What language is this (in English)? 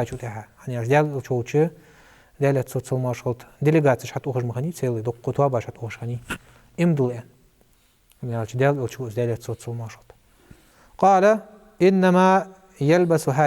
Ingush